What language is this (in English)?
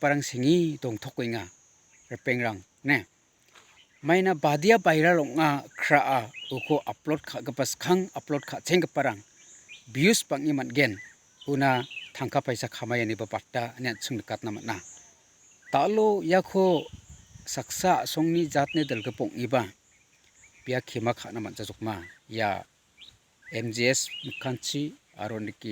Garo